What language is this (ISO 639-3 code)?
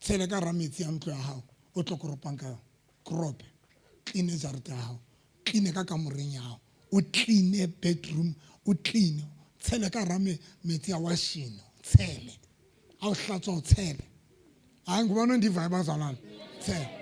sot